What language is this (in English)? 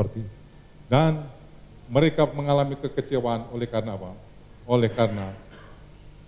Indonesian